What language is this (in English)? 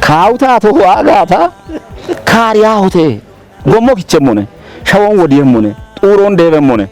Kafa